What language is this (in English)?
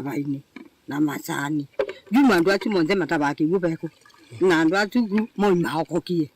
Kamba